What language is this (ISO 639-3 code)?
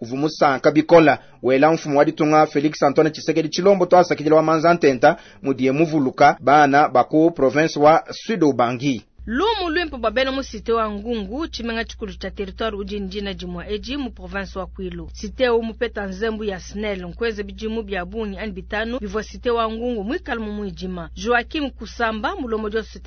lua